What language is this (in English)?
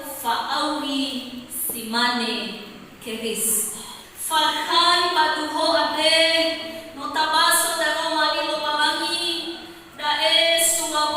Nias